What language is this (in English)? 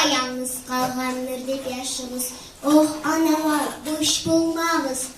Kumyk